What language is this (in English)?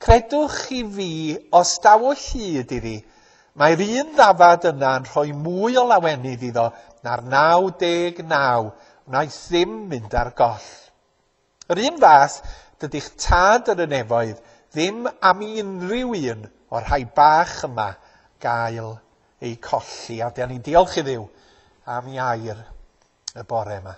Welsh